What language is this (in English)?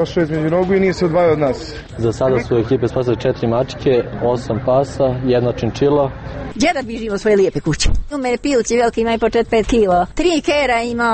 Serbian